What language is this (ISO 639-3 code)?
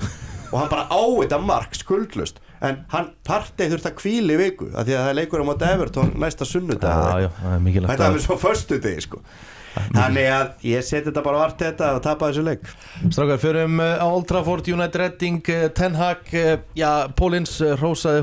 isl